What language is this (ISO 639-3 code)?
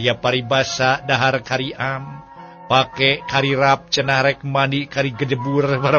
sun